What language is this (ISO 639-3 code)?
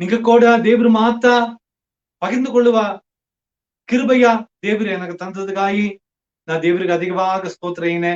bfq